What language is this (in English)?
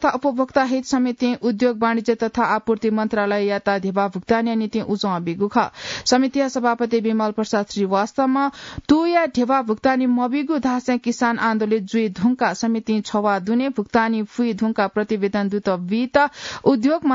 Newari